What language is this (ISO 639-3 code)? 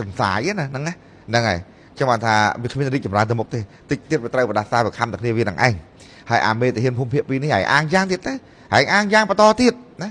khm